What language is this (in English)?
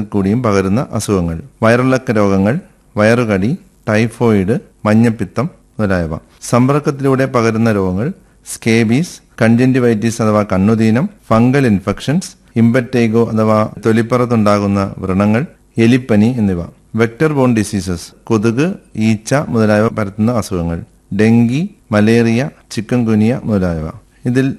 Malayalam